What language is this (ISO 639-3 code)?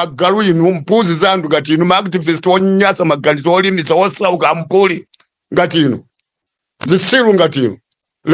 nya